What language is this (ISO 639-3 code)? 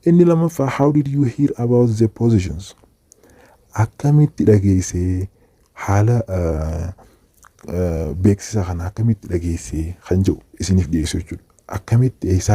orm